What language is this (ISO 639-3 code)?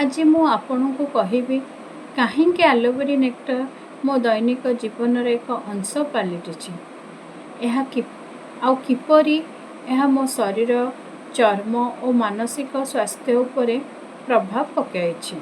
ori